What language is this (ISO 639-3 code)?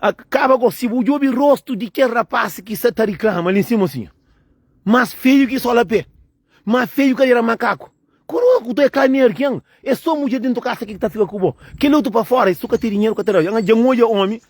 kea